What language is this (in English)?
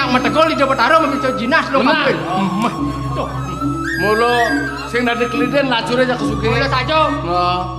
Balinese